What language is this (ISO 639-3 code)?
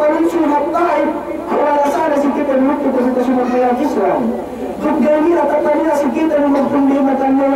yka